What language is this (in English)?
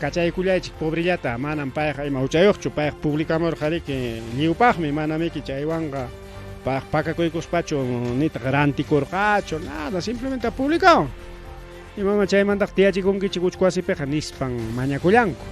Ayacucho Quechua